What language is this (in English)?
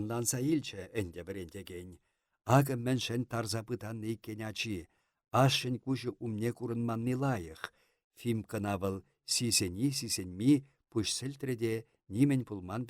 Chuvash